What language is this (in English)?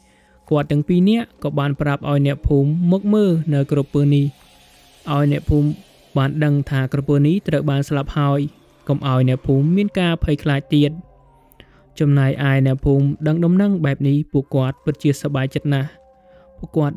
Khmer